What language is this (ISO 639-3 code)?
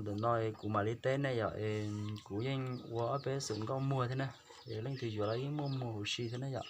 hmn